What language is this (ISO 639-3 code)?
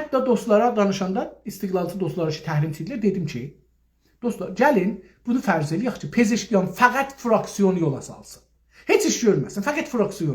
azb